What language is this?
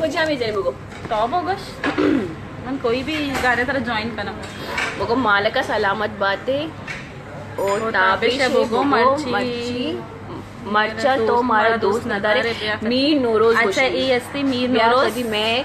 Baluchi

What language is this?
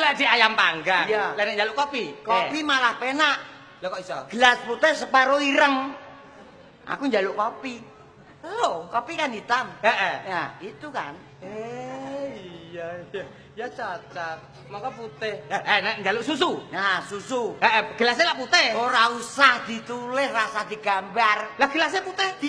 Javanese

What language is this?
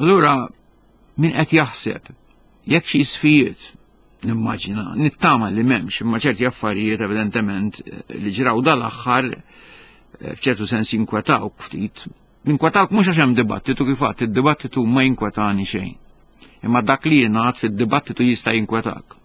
Maltese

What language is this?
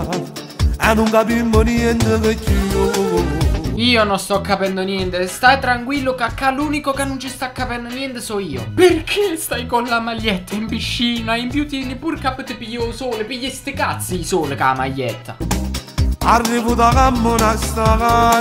Neapolitan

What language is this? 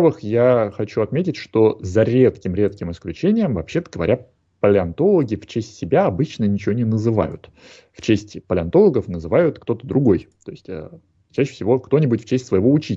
Russian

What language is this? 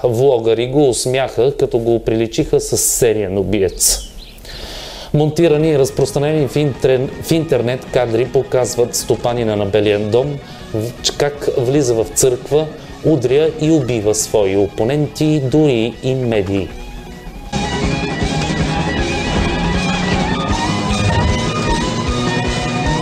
Bulgarian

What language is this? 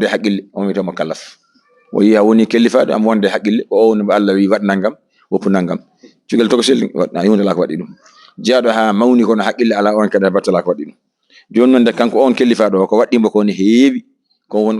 Fula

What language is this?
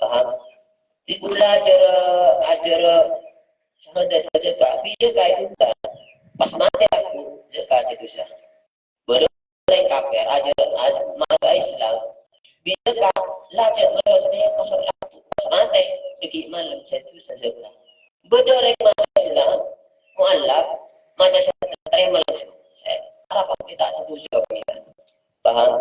Madurese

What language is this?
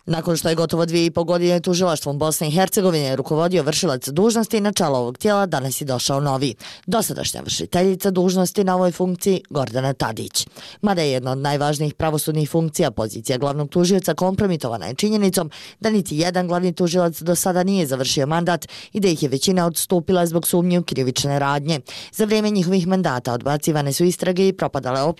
Bosnian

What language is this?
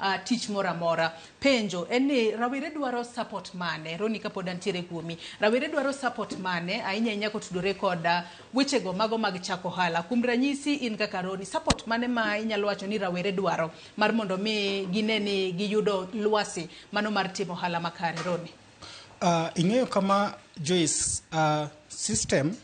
Luo (Kenya and Tanzania)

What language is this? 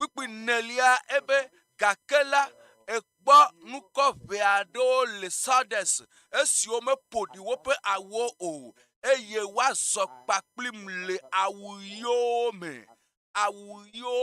Ewe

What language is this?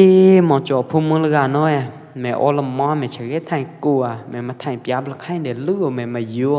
Pwo Eastern Karen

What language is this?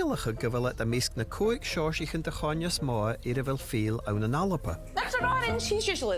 Scottish Gaelic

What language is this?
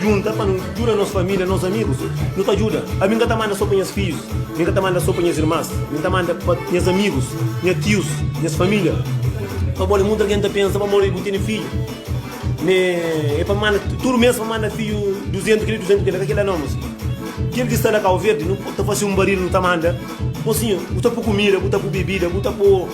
Kabuverdianu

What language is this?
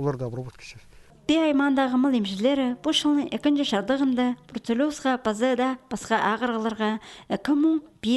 Khakas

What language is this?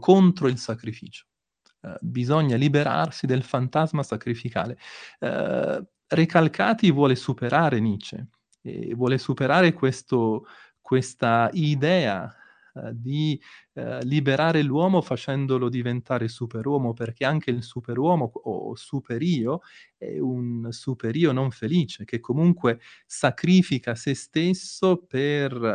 Italian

